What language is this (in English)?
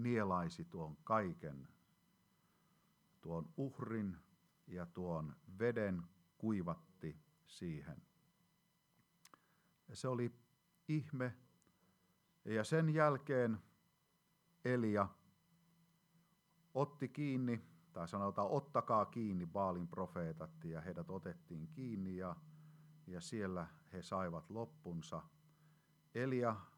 Finnish